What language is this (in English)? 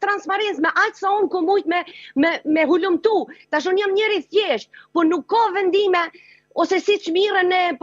Albanian